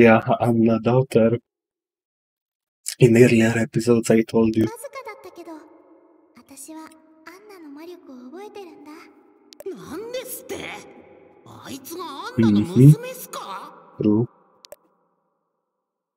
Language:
Japanese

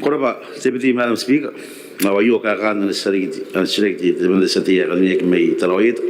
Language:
Gilbertese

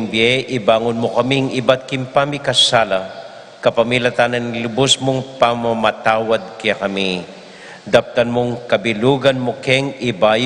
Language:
Pampanga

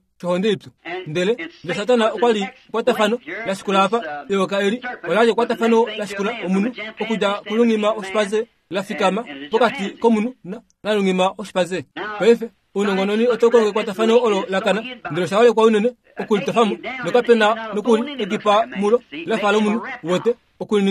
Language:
Kuanyama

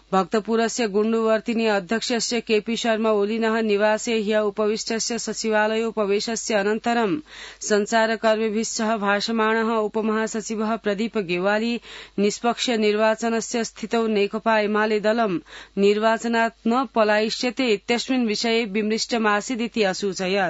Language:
Sanskrit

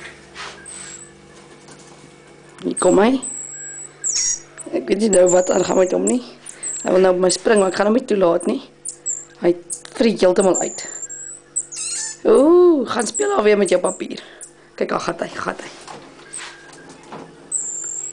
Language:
Afrikaans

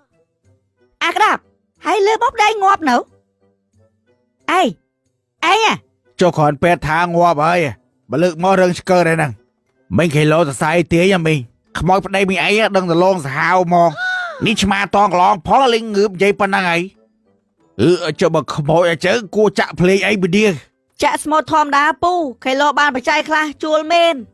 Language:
Khmer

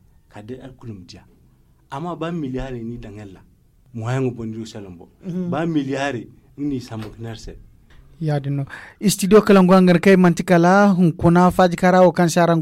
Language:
Zarma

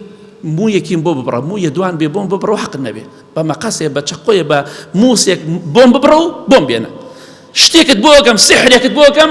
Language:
Central Kurdish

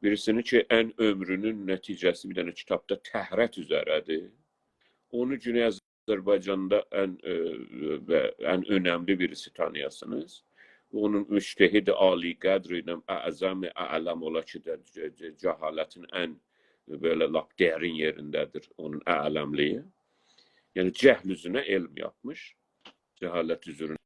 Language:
South Azerbaijani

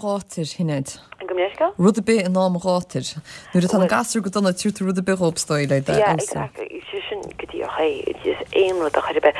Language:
Irish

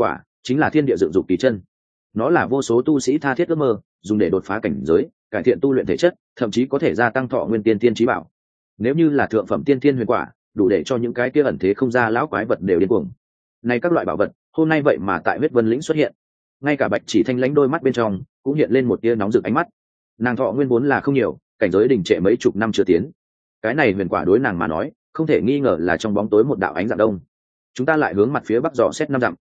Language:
Vietnamese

